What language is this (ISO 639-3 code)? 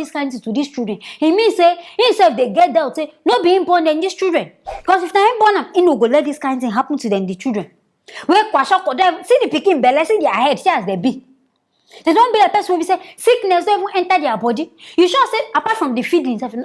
pcm